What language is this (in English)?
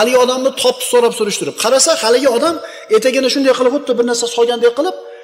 Uzbek